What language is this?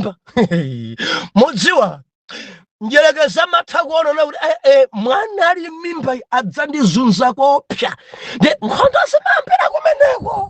Nyanja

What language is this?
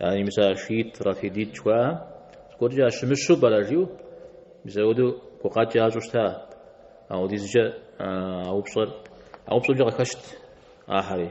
Kabardian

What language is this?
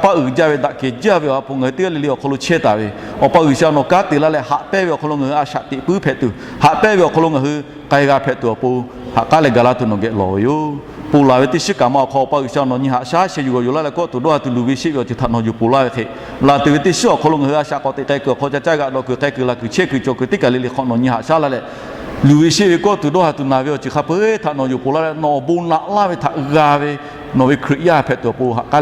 Lahu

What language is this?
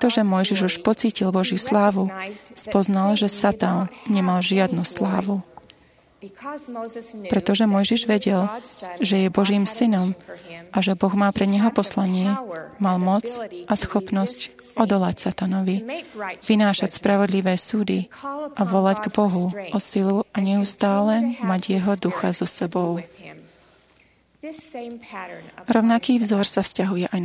Slovak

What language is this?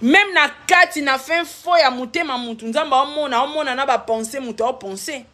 Lingala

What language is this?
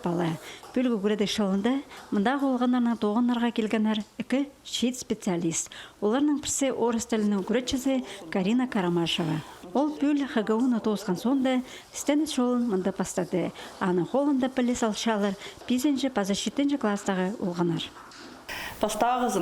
Khakas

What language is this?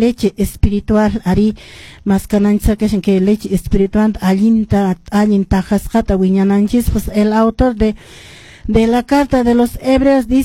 Quechua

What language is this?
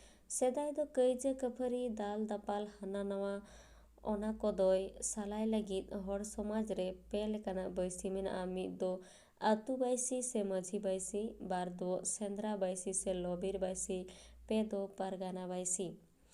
Santali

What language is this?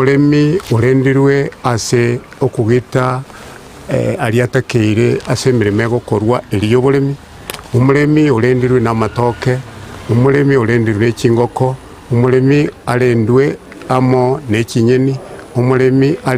Gusii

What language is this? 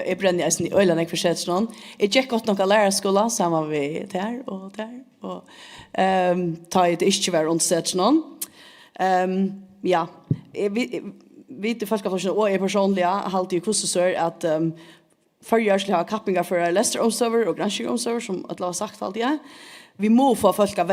Faroese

